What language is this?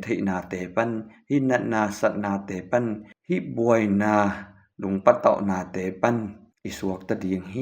Tedim Chin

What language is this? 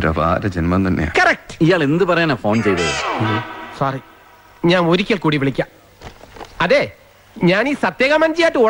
Malayalam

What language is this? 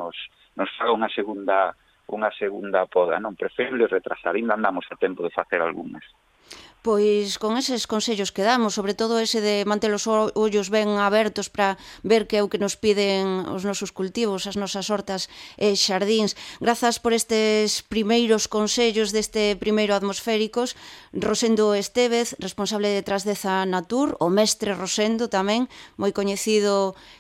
Galician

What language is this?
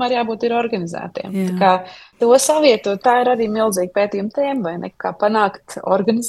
Latvian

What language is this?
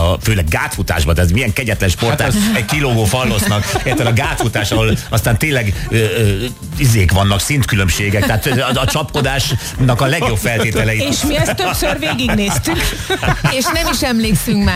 Hungarian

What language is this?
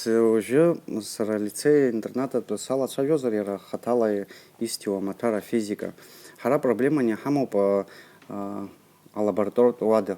Abkhazian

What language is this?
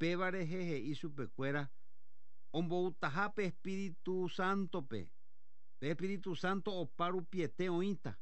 Guarani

